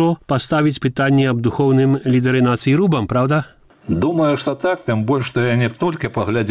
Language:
Belarusian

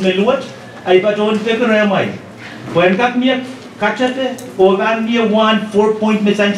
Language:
Pohnpeian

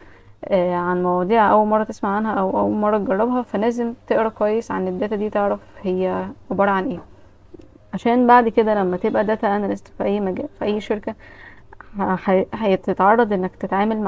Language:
Egyptian Arabic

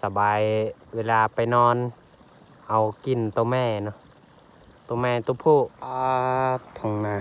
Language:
Lao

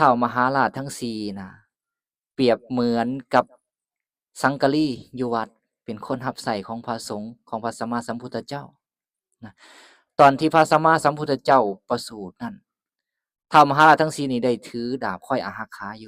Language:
Lao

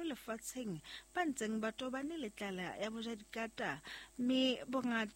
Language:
Southern Sotho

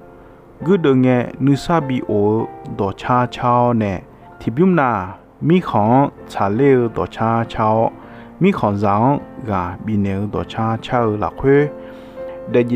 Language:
Akha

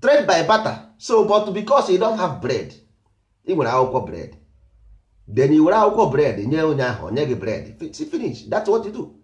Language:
Igbo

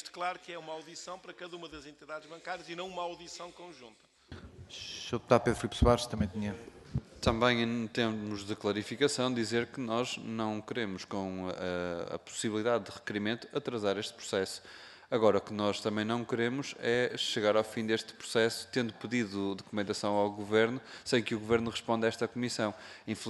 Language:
Portuguese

